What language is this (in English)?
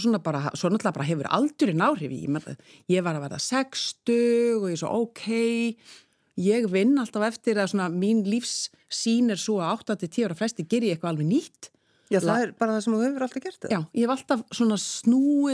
Icelandic